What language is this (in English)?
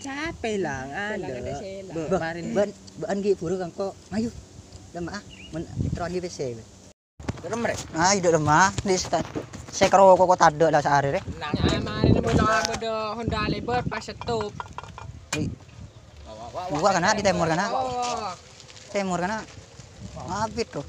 Madurese